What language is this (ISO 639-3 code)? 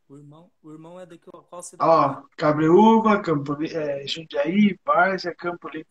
por